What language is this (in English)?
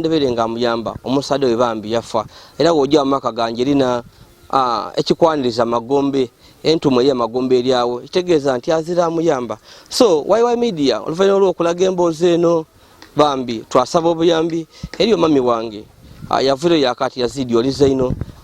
Ganda